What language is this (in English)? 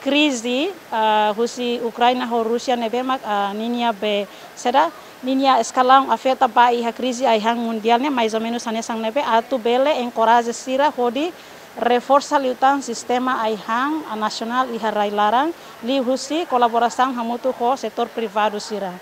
Tetum